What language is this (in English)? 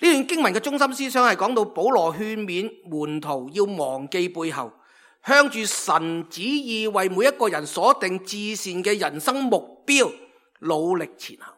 Cantonese